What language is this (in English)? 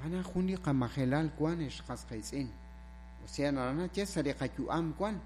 Kekchí